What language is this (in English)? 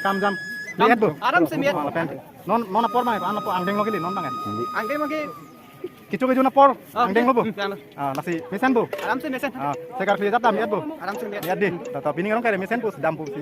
Karbi